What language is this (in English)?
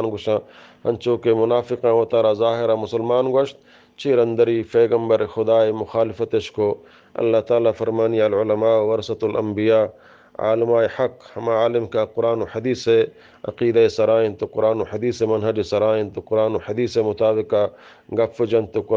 Eastern Balochi